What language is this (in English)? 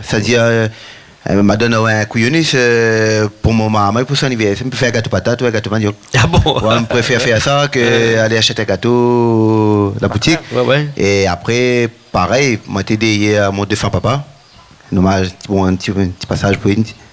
Réunion Creole French